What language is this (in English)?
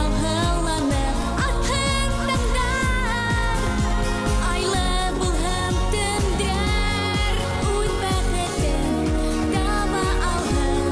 Bashkir